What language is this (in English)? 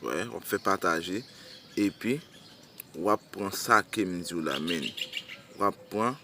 Haitian Creole